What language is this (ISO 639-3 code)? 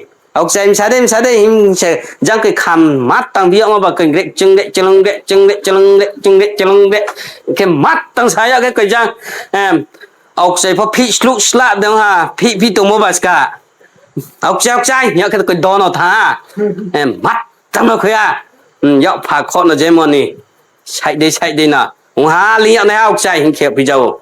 ria